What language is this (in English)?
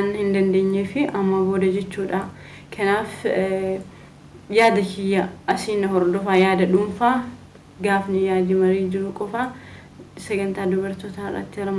Oromo